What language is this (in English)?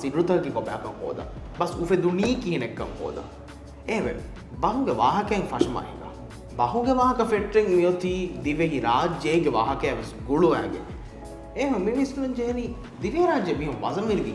Divehi